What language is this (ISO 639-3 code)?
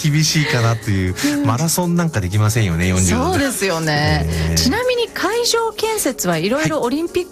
jpn